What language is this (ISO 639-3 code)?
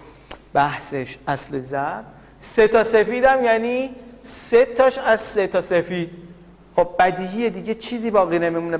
fas